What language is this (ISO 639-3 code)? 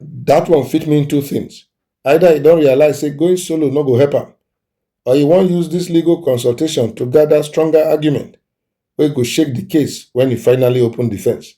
pcm